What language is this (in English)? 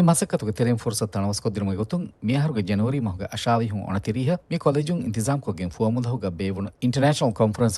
Divehi